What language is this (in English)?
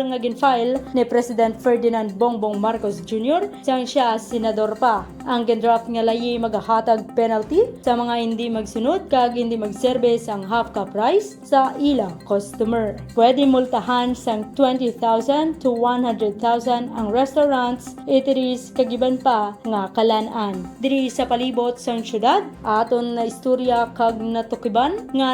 Hiligaynon